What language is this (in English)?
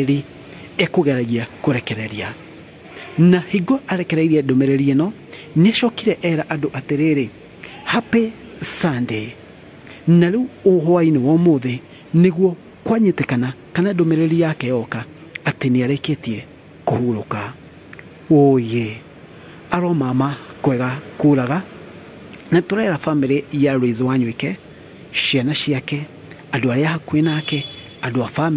Kikuyu